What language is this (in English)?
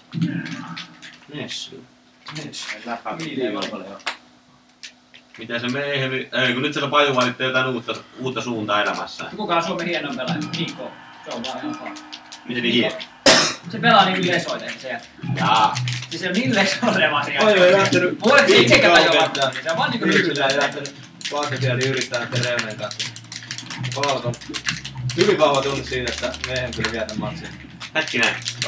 Finnish